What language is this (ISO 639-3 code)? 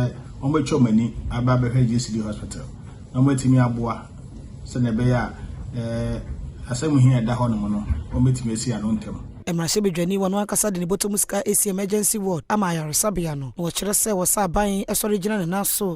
aka